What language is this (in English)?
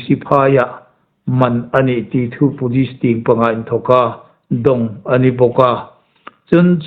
Hmar